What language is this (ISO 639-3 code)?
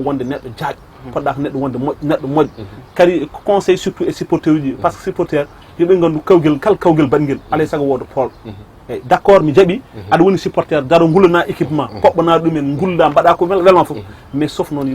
ful